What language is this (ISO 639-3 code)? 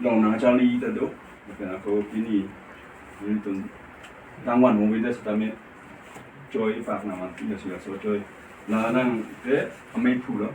mjw